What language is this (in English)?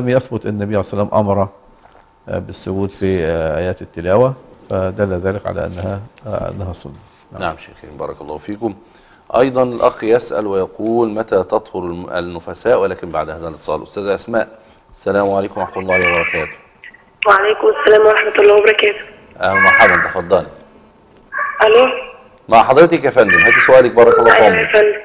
Arabic